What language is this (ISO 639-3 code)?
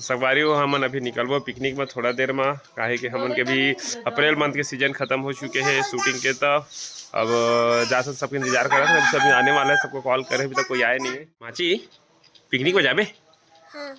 hne